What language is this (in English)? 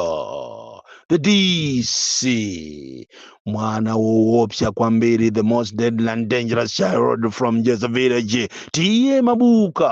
Nyanja